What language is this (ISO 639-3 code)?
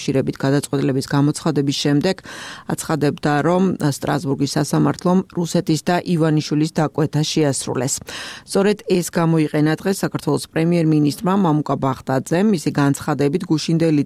kat